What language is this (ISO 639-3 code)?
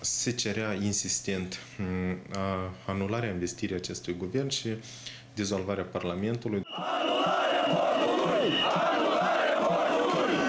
ron